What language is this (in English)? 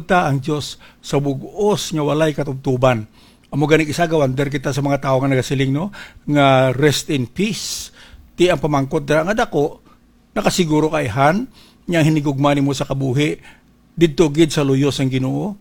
Hiligaynon